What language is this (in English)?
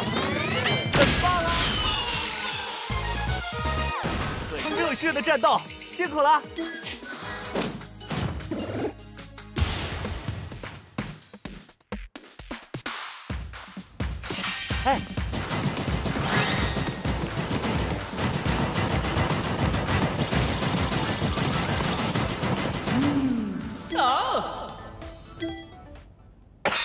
Chinese